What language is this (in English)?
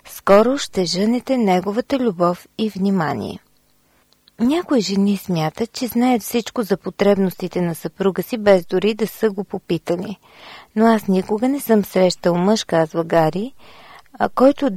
Bulgarian